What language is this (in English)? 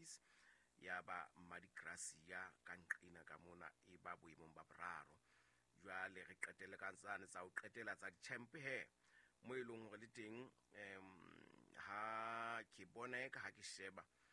Southern Sotho